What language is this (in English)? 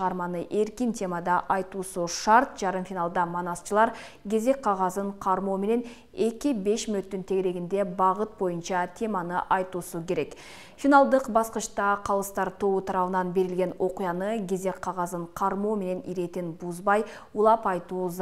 Kyrgyz